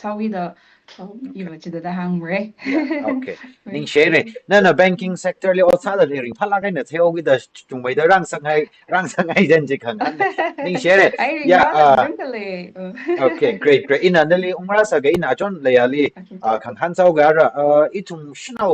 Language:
Tangkhul Naga (India)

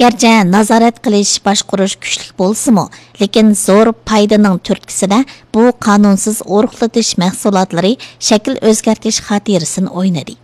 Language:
Uyghur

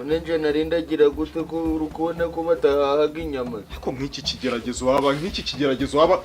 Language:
Kinyarwanda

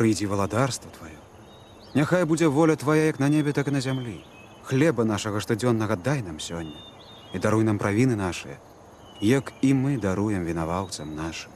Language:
Belarusian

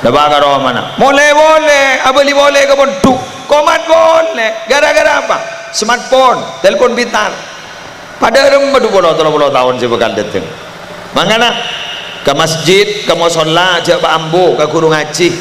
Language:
Madurese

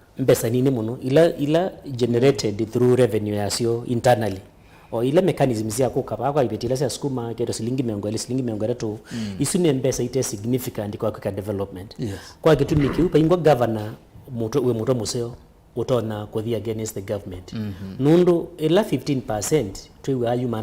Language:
Kamba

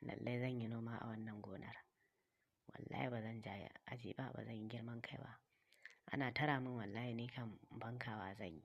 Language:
Hausa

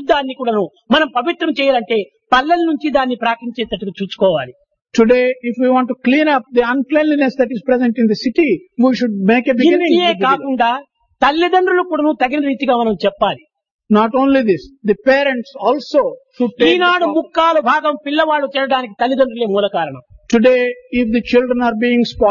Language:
Telugu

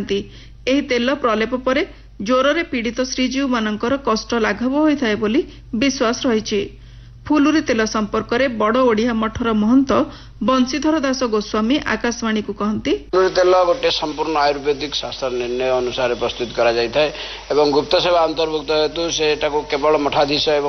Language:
Odia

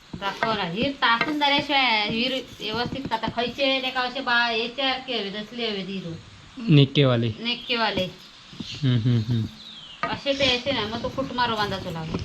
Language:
Konkani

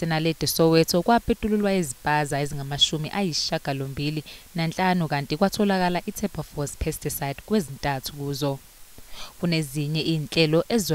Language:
Zulu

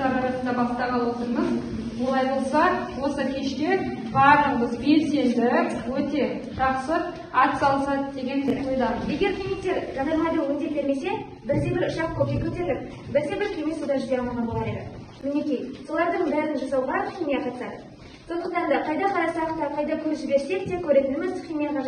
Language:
Kazakh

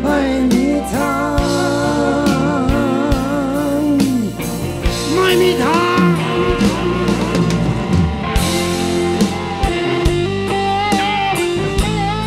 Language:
Thai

